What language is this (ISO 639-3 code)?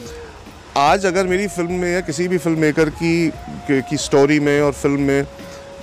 hin